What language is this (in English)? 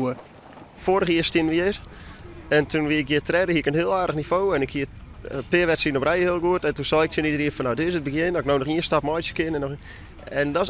Western Frisian